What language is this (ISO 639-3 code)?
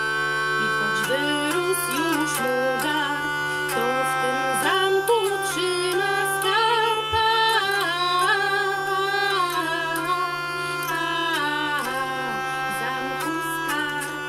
pol